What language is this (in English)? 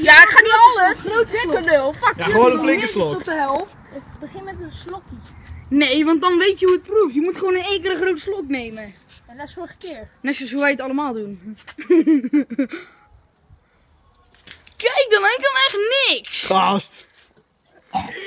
Dutch